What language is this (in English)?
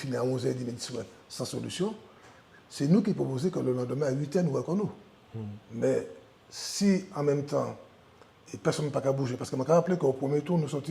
Guadeloupean Creole French